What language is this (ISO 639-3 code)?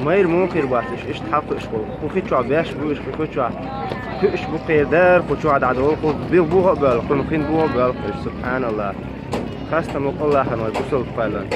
che